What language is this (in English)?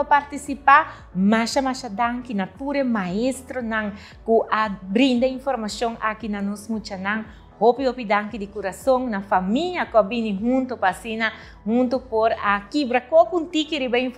Papiamento